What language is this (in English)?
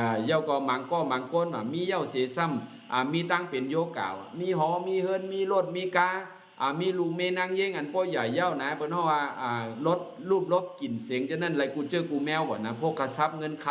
Shan